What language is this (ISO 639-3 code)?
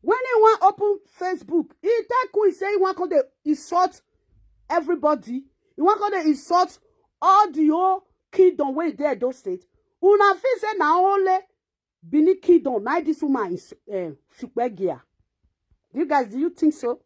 pcm